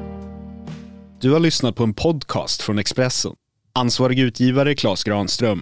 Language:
Swedish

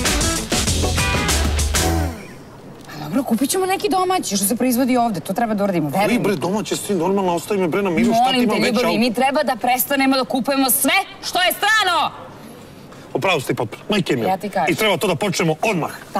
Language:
Serbian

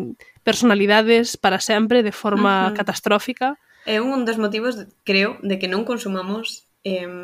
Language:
Galician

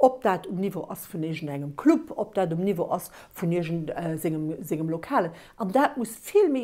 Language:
Luxembourgish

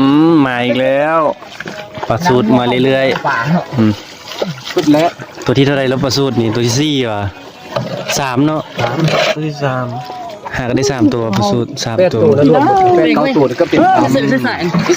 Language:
Northeastern Thai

